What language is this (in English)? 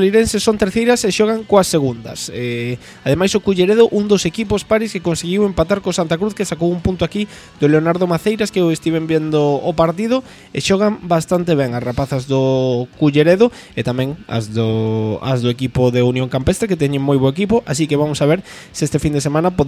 Galician